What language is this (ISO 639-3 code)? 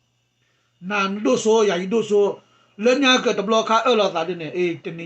ksw